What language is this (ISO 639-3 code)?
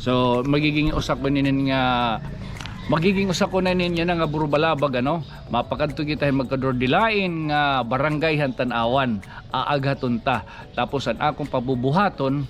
war